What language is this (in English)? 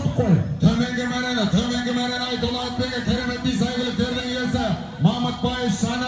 Kazakh